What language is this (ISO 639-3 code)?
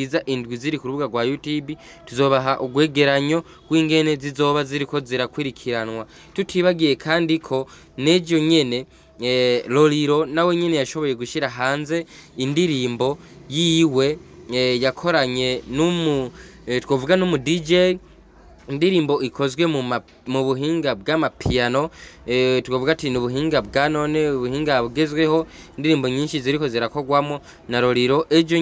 run